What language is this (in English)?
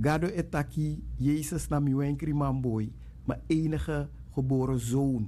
Sranan Tongo